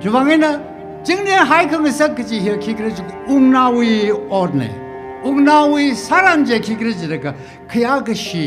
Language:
Tangkhul Naga (India)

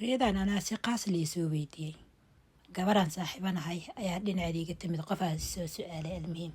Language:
Somali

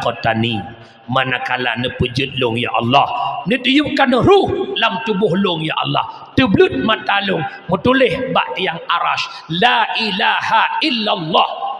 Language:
Achinese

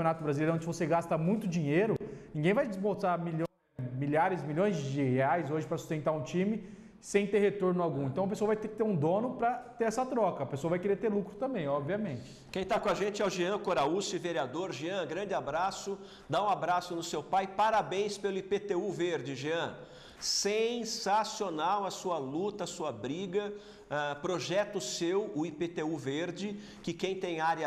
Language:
Portuguese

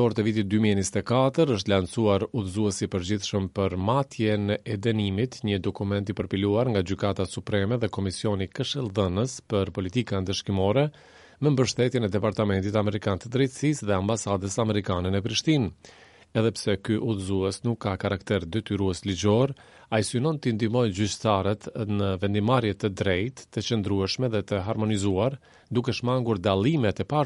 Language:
Albanian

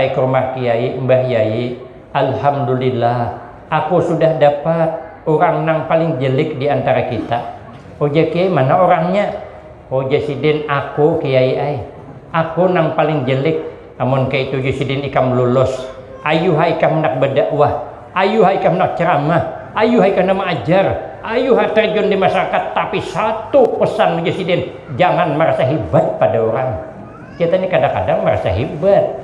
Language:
Banjar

